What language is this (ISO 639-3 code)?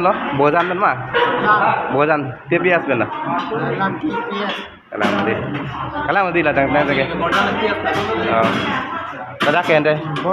mjw